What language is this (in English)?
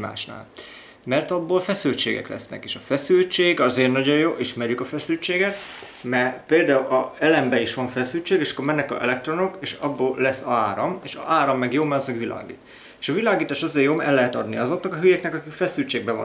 Hungarian